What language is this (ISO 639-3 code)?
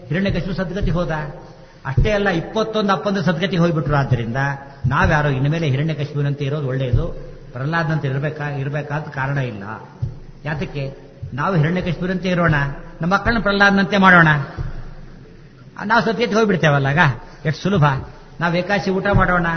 kan